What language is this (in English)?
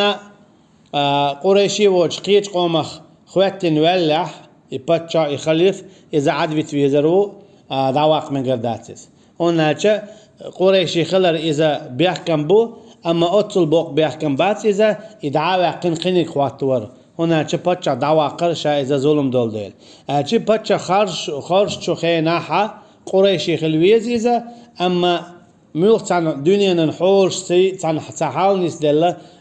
Chechen